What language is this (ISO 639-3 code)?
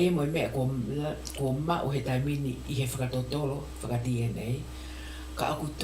ton